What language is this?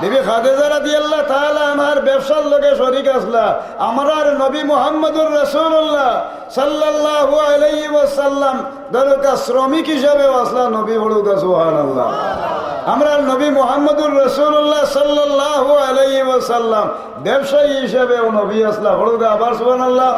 Sylheti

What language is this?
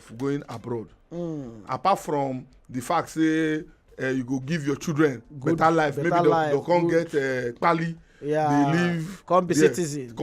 Nigerian Pidgin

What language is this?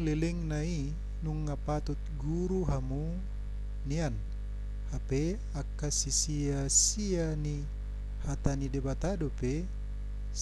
Batak Toba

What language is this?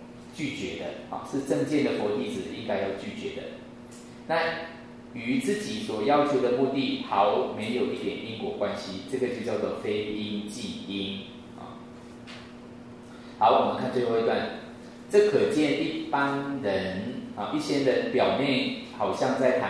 Chinese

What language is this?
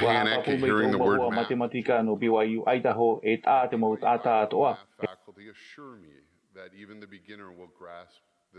Tahitian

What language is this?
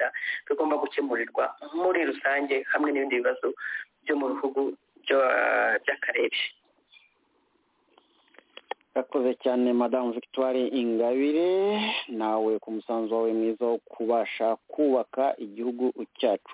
Kinyarwanda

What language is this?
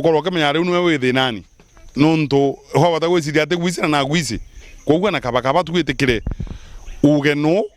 Meru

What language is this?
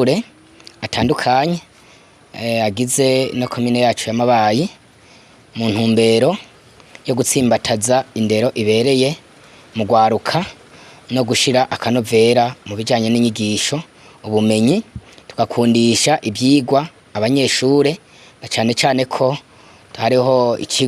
Rundi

